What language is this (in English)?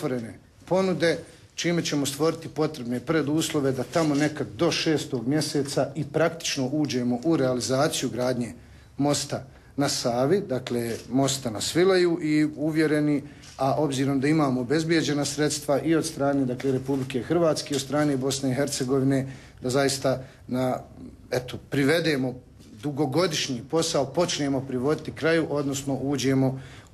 Bosnian